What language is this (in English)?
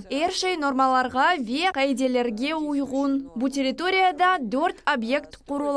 Crimean Tatar